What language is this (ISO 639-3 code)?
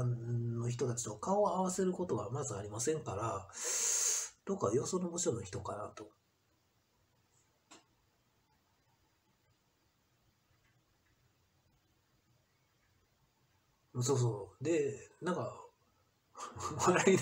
jpn